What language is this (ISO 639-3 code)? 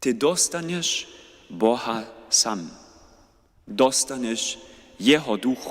hsb